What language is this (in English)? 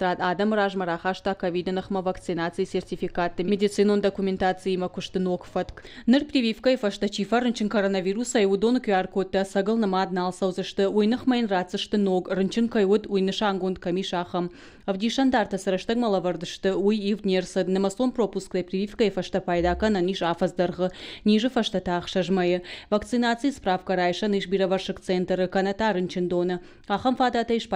Ossetic